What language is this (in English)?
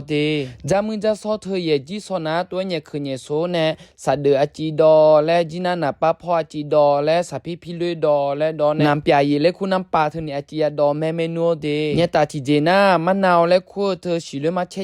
Akha